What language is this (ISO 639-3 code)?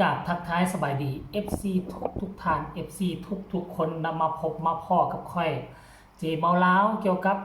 lao